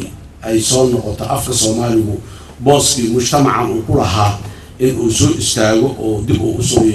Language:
Somali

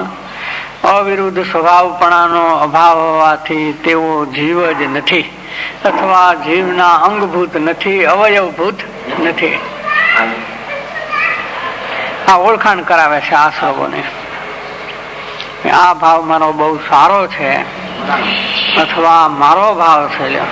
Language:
Gujarati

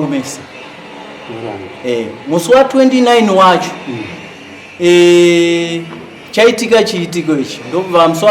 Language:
Shona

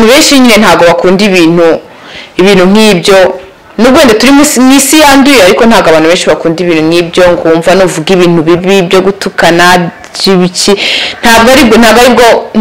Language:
Kinyarwanda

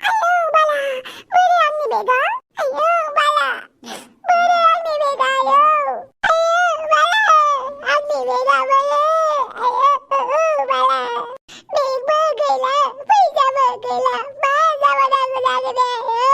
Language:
Bodo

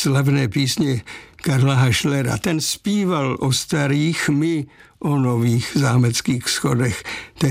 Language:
Czech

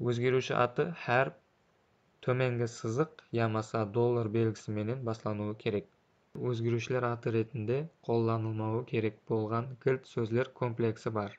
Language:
Kara-Kalpak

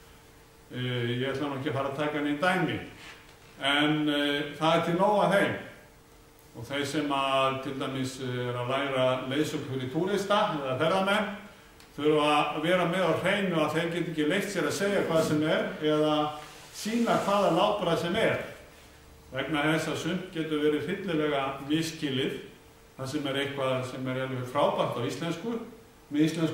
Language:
Icelandic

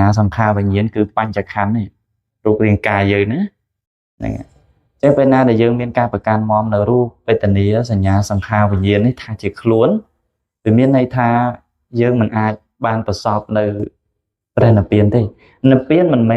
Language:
Khmer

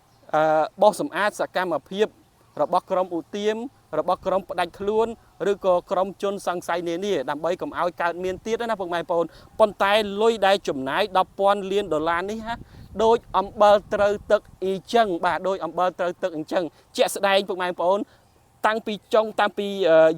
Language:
Khmer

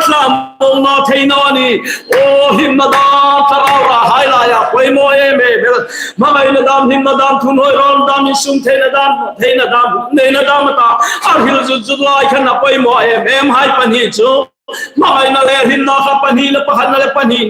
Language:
Hmar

